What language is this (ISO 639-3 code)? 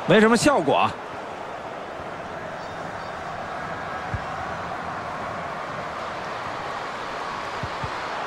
zho